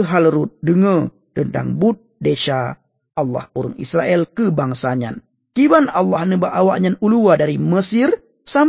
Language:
Achinese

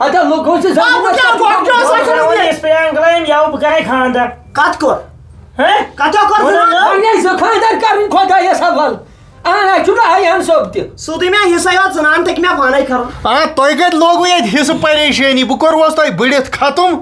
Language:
Kashmiri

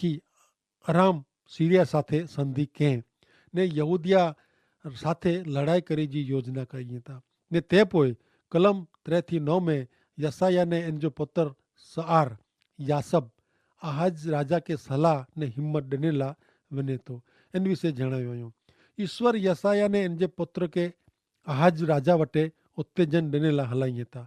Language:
Kachhi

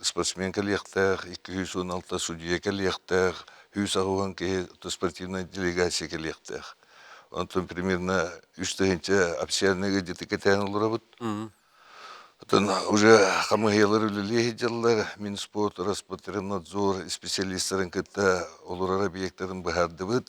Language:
Yakut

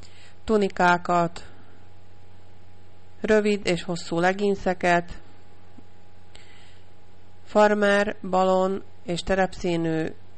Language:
Hungarian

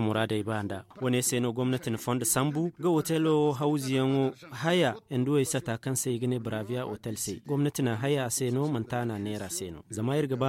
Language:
Zarma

